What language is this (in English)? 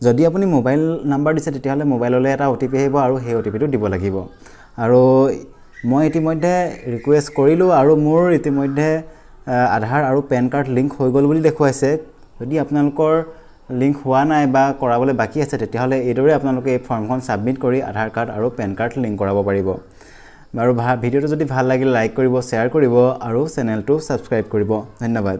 Assamese